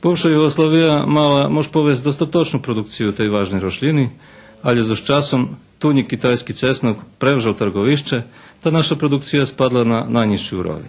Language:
Rusyn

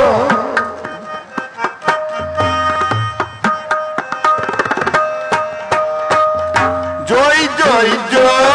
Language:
Punjabi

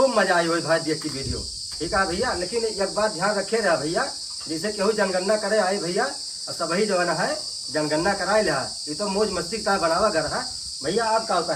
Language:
Awadhi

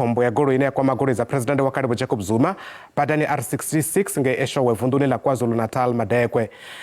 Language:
Venda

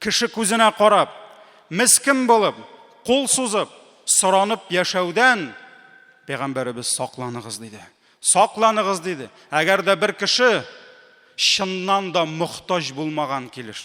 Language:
Tatar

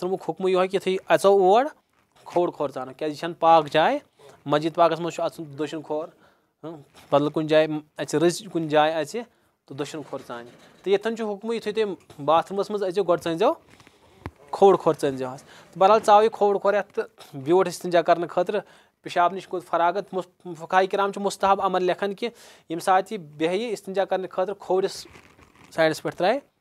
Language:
Kashmiri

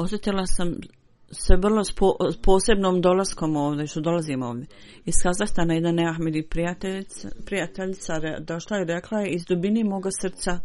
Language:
Bosnian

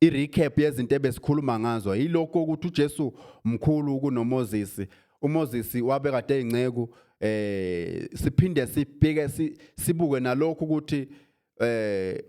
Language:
Zulu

